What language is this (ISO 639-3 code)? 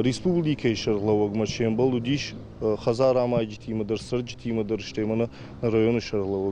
oss